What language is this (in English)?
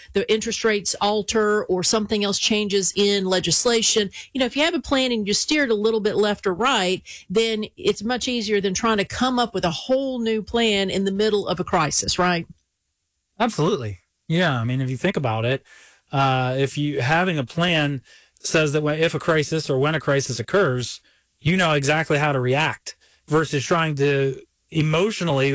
English